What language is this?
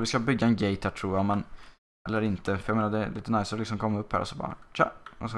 Swedish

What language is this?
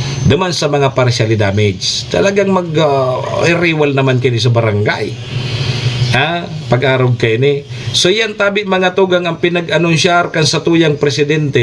Bikol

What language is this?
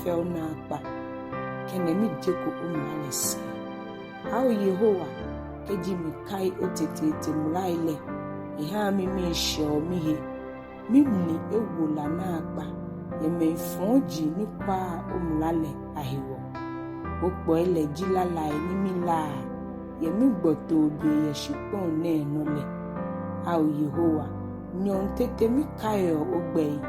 Ga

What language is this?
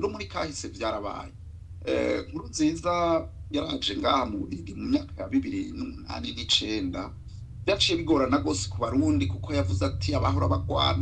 Rundi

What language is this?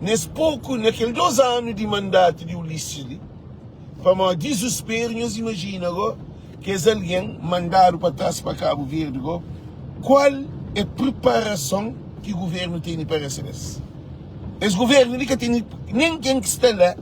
Kabuverdianu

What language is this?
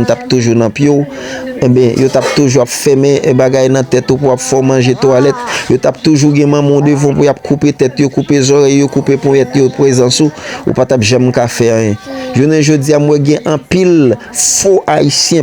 Haitian Creole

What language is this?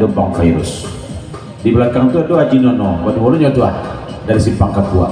Minangkabau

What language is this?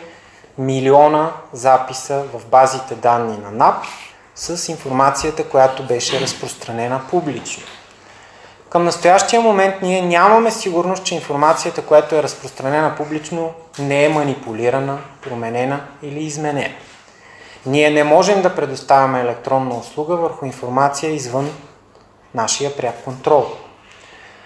Bulgarian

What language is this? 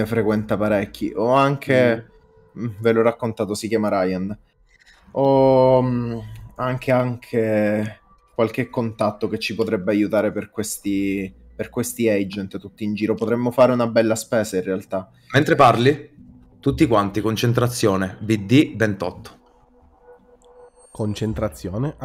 Italian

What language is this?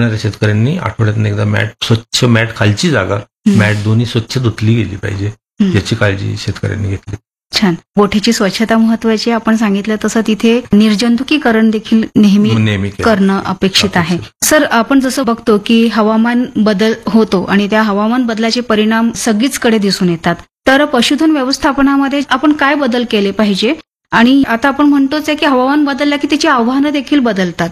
Marathi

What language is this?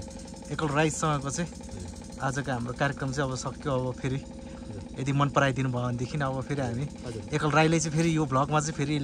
Nepali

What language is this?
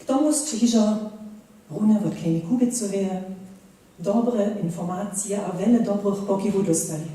Upper Sorbian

